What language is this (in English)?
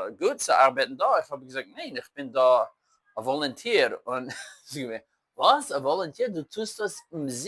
Yiddish